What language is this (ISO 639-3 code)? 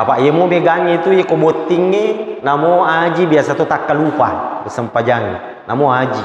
bug